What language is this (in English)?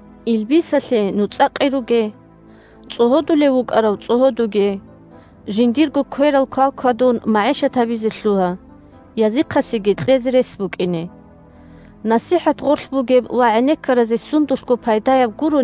Avaric